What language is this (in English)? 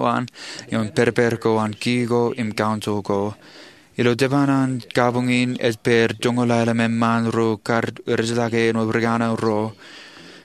Marshallese